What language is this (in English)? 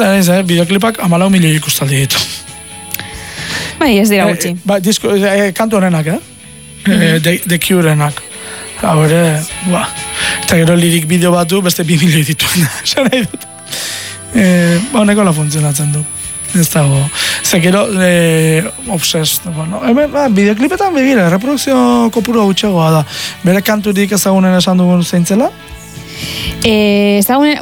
Basque